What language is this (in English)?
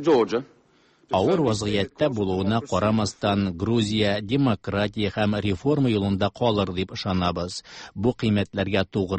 Tatar